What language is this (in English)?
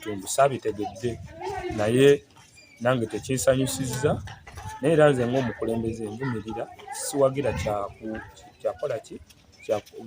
Ganda